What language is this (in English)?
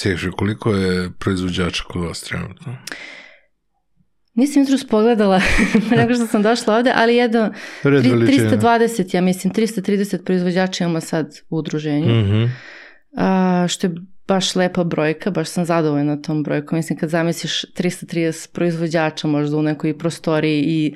Serbian